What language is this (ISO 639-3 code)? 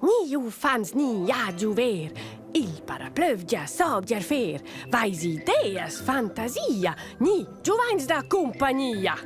roh